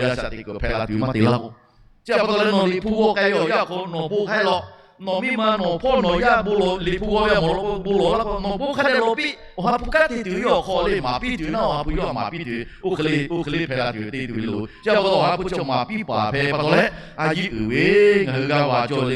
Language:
Lahu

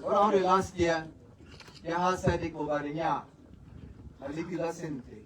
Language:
Tswana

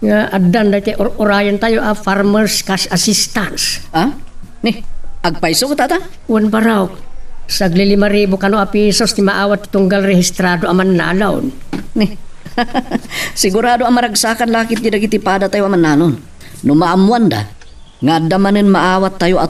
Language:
Iloko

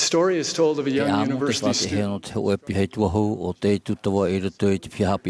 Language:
Tahitian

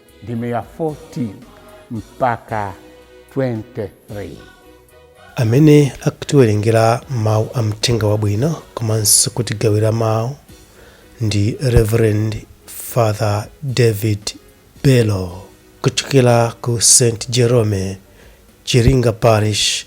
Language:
Nyanja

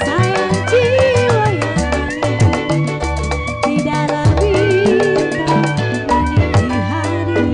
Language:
Betawi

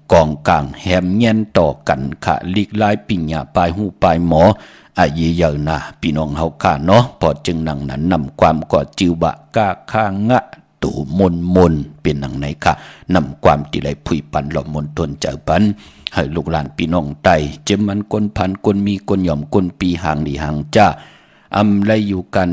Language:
Shan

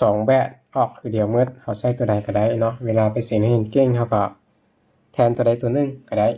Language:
Lao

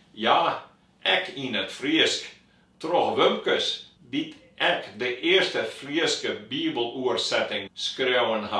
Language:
Western Frisian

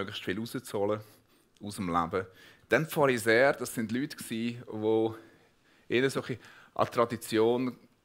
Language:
Swiss German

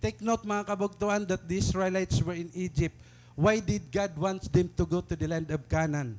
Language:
Waray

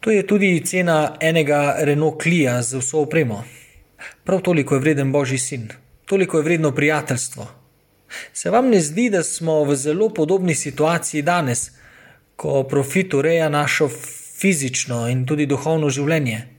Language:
Slovenian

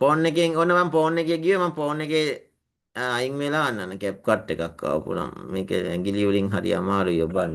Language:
Sinhala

